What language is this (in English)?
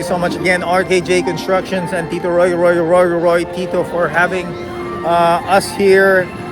Hiligaynon